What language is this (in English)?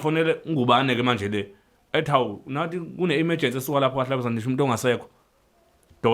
Zulu